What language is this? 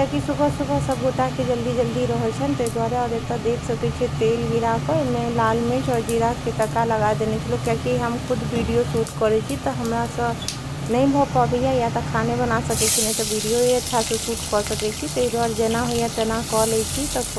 Maithili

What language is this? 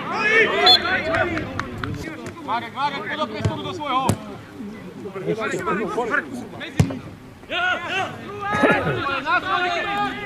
Slovak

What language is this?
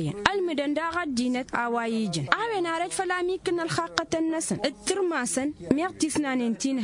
Tamasheq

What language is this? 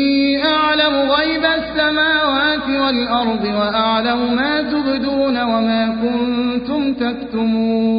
Arabic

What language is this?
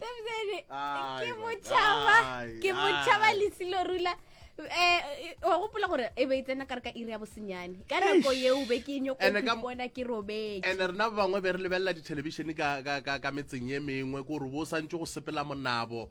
Northern Sotho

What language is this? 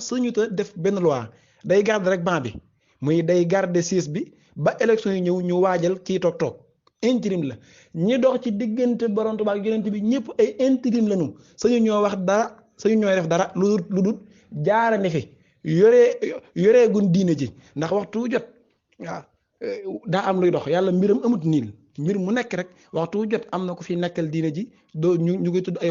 Wolof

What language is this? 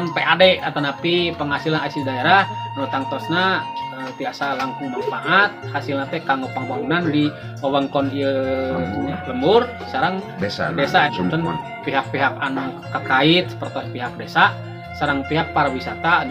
Sundanese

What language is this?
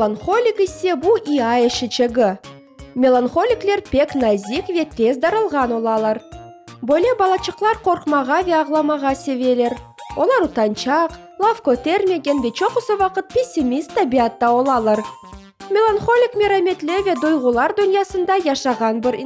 Crimean Tatar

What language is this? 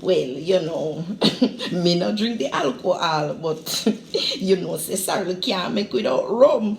Jamaican Creole English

